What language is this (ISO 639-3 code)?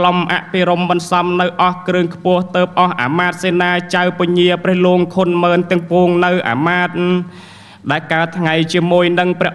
khm